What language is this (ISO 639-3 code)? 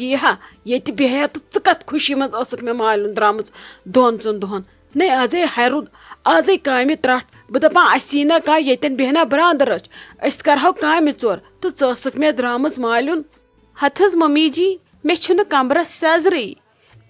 kas